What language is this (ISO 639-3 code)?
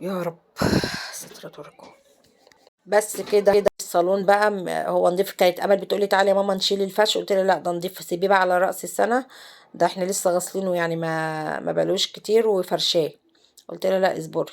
arz